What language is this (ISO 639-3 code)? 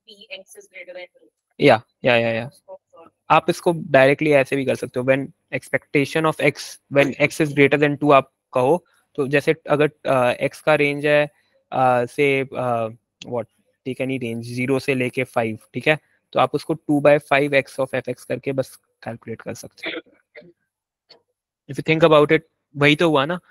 hin